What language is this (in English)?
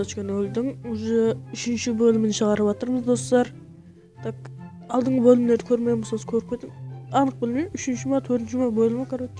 Kara-Kalpak